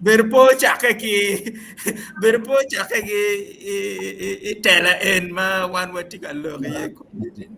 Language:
Acoli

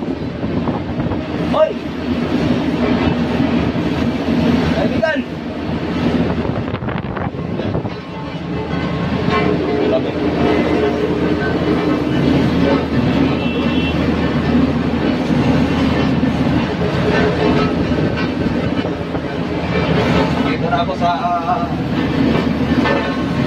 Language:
Filipino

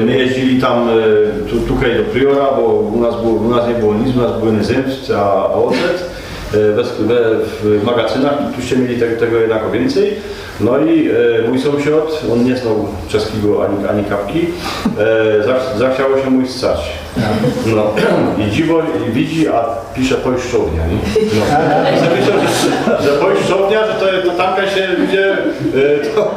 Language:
Silesian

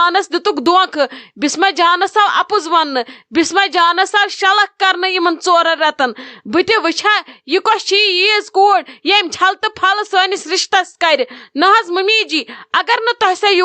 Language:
Kashmiri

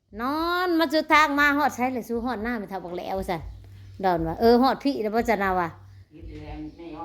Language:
Northeastern Thai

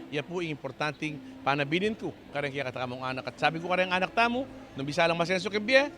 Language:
Pampanga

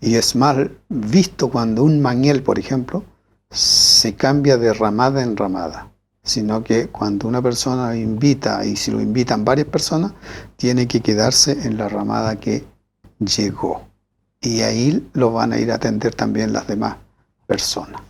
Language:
Mapuche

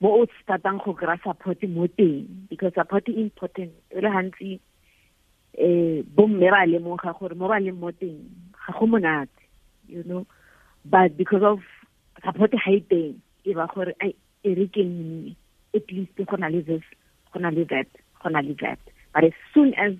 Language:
Tswana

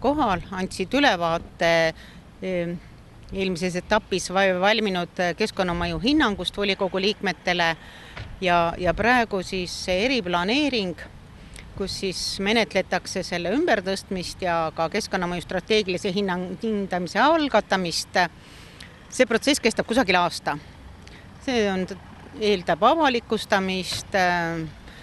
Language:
Estonian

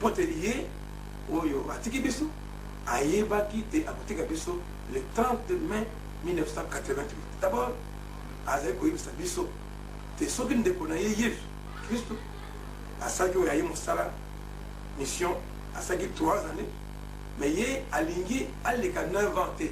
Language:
Lingala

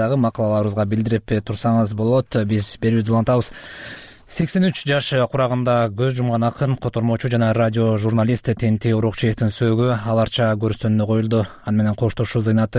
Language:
Kyrgyz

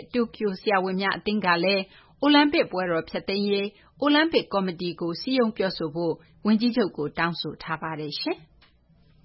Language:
Burmese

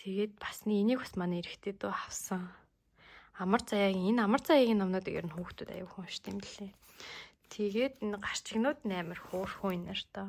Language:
Mongolian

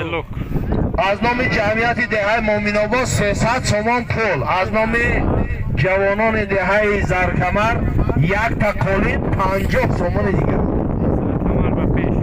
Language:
Tajik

